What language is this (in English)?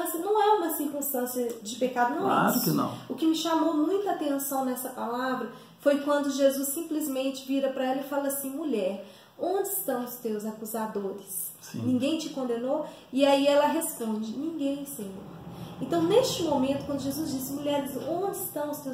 Portuguese